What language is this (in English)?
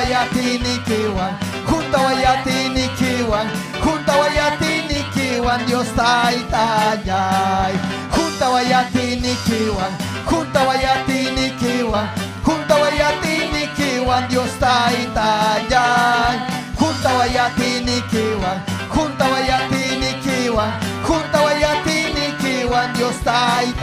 Ayacucho Quechua